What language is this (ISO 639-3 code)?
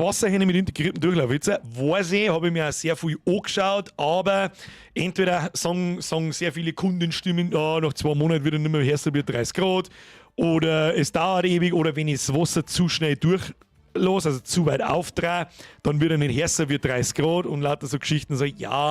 bar